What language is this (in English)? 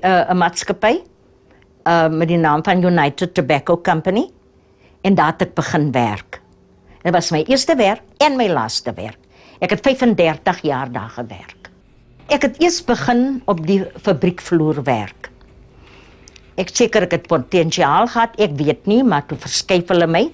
Afrikaans